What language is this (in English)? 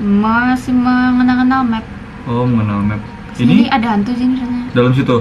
Banjar